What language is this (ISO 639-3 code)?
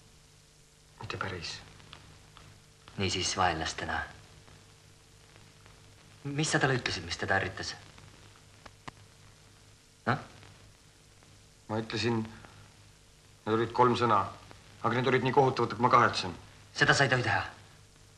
est